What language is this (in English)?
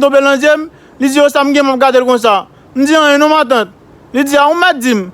Haitian Creole